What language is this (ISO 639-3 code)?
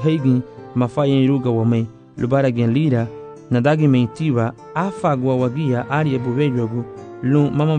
cab